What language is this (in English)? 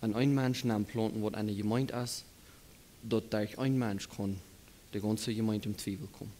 Plautdietsch